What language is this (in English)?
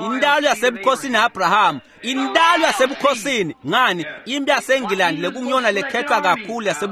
Swati